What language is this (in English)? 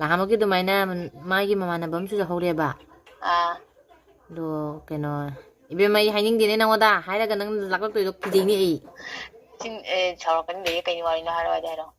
Manipuri